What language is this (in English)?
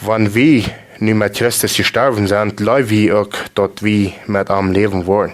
Plautdietsch